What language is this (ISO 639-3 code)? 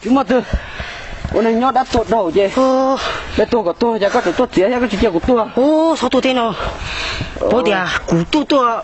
hmn